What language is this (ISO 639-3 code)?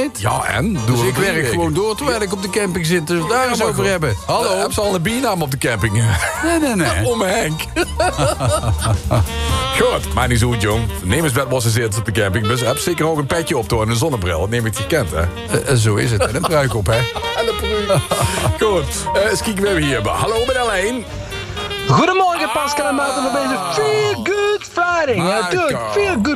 nld